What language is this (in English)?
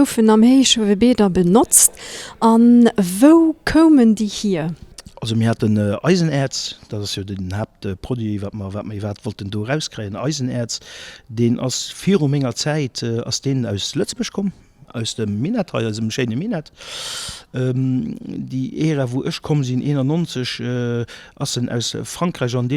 Luxembourgish